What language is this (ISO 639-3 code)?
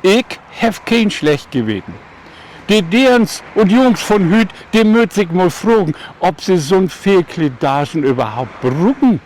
nds